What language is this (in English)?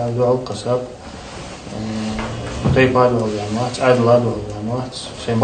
Ingush